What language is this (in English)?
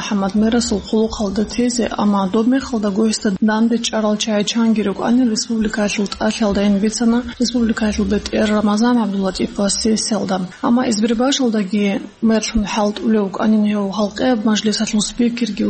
Avaric